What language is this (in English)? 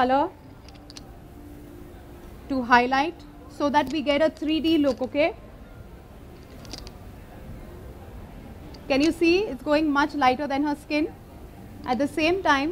English